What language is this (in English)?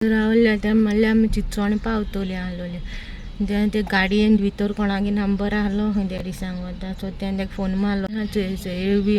Konkani